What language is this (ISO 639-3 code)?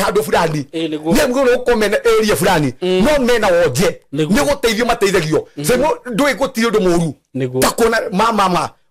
kik